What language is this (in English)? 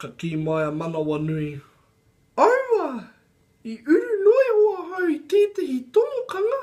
Māori